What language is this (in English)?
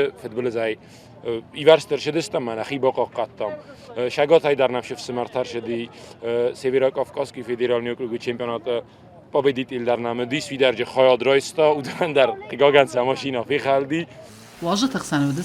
Ossetic